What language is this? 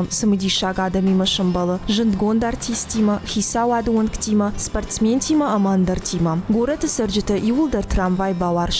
Ossetic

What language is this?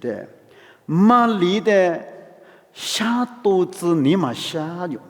Lisu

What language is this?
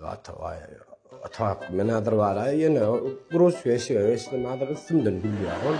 Turkmen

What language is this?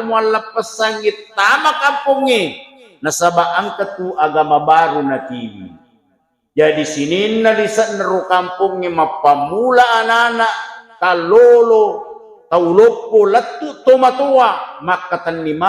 Buginese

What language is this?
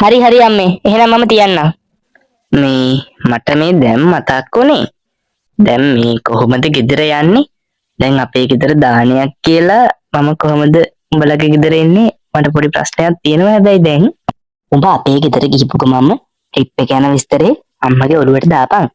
Sinhala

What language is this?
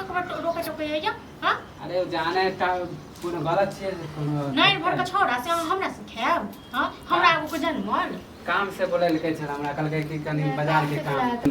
Maithili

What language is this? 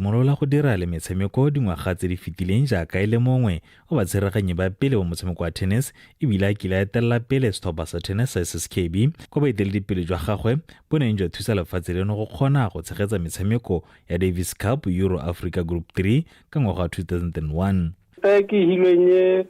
Tswana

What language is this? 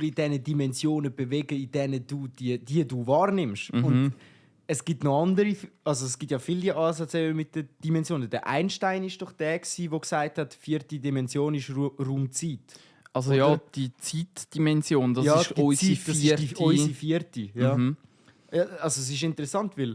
Swiss German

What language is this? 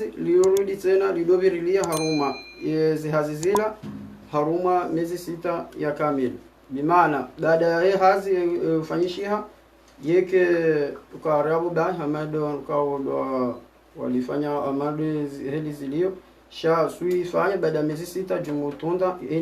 Ngazidja Comorian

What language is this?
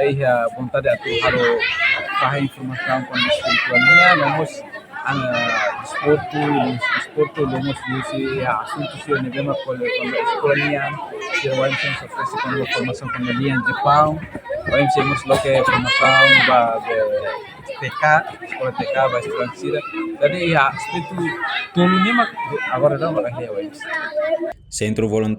Tetum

